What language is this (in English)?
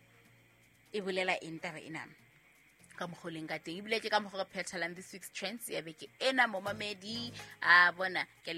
Southern Sotho